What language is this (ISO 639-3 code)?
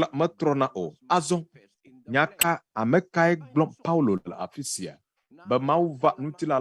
ewe